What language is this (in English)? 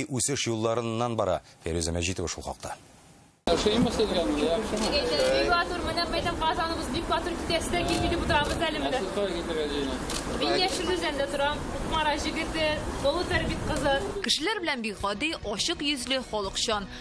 Tatar